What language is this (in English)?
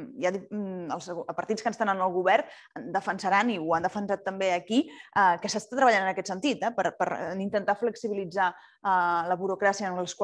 Catalan